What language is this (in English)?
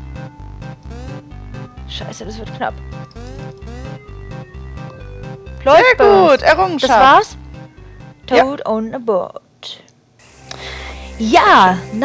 German